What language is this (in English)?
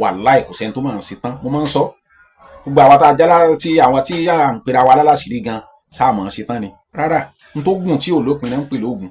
Yoruba